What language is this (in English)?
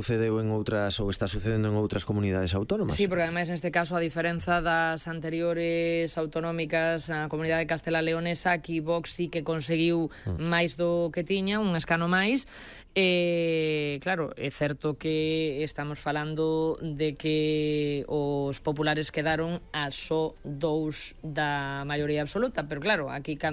Galician